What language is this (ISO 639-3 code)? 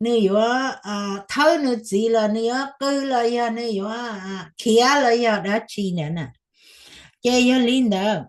hmn